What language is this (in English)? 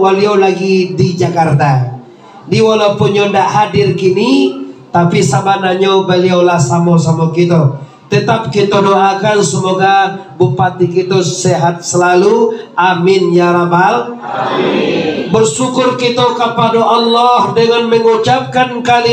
Minangkabau